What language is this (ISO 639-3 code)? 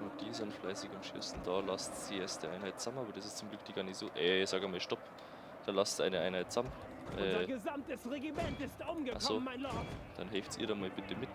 bar